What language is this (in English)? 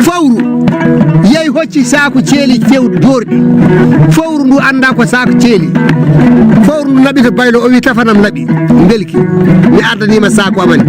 Fula